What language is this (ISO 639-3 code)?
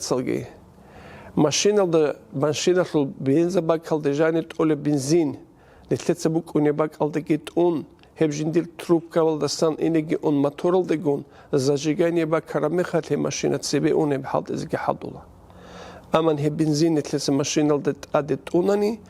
ava